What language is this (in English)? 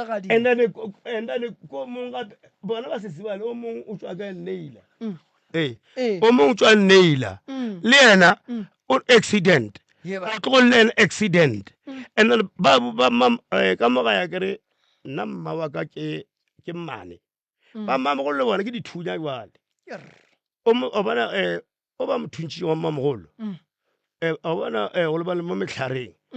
Northern Sotho